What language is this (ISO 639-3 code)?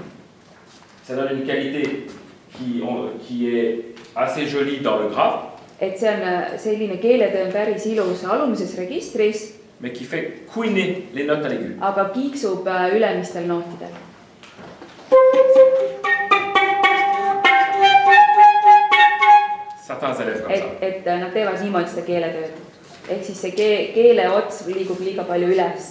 est